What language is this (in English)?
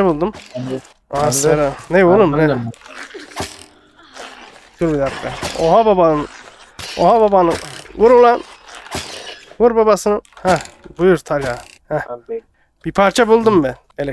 Turkish